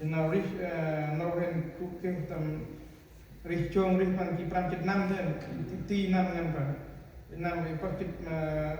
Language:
Central Mnong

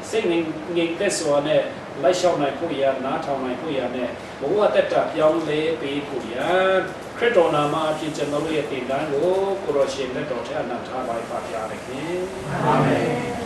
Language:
Falam Chin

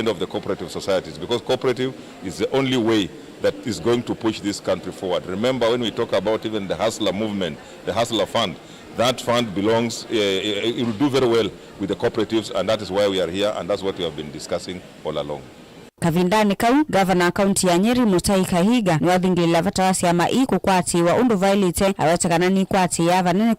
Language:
Kamba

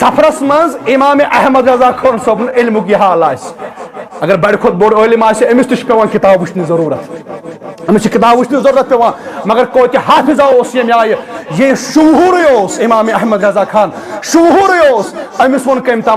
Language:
Kashmiri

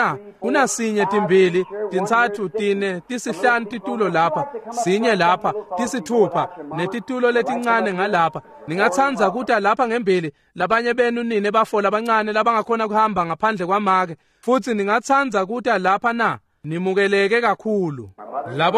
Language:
Swati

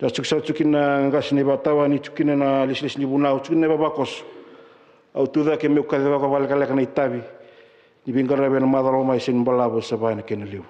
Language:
Fijian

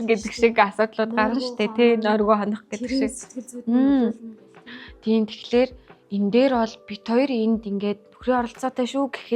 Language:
Mongolian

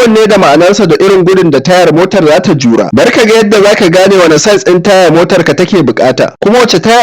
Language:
Hausa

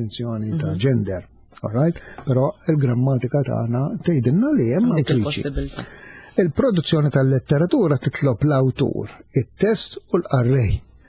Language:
Maltese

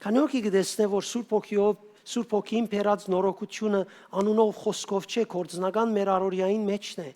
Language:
Western Armenian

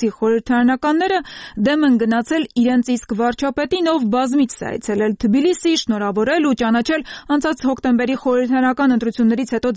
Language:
Armenian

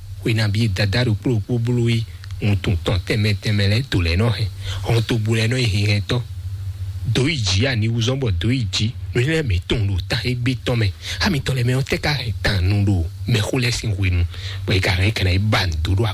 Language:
Fon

